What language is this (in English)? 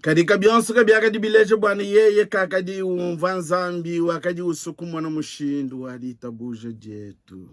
Luba-Lulua